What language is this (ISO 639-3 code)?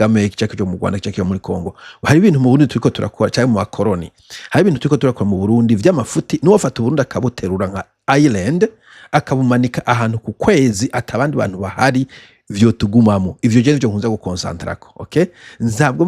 run